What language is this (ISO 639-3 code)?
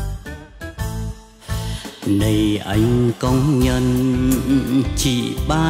vie